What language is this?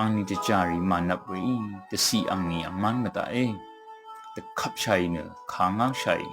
Rawang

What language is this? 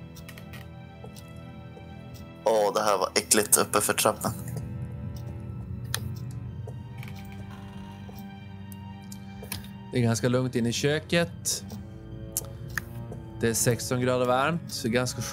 Swedish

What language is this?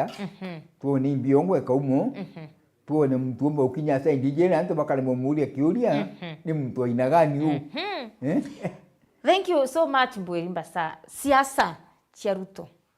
Meru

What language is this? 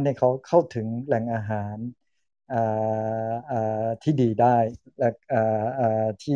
Thai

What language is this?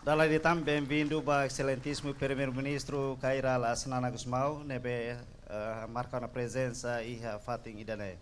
Tetum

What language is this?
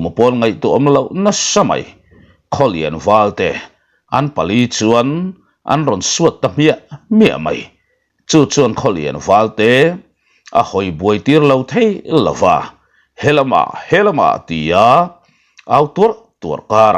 Mizo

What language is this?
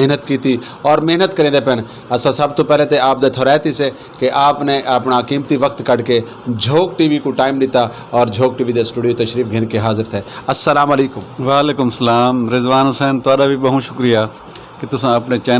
Saraiki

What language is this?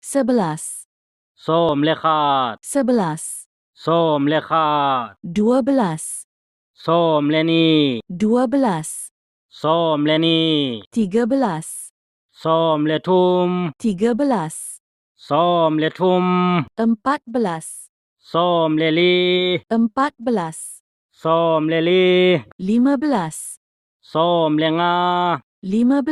Tedim Chin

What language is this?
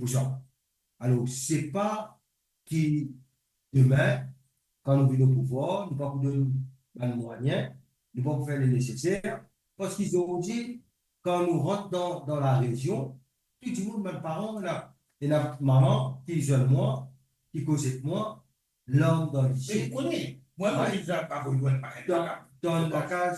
Morisyen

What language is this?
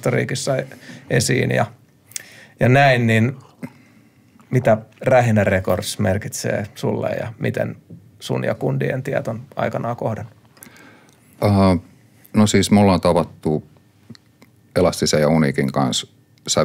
Finnish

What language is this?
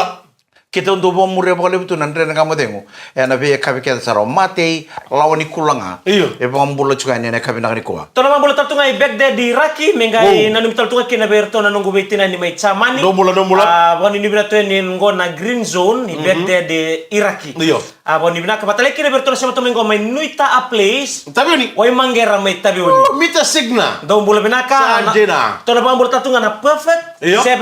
Fijian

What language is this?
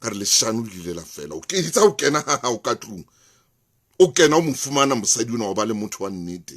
Southern Sotho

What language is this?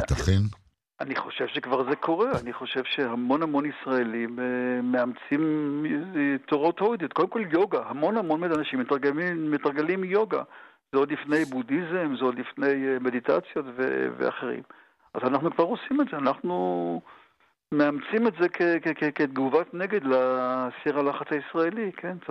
Hebrew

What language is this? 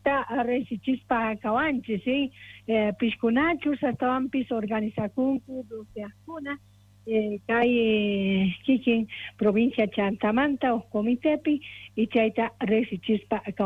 South Bolivian Quechua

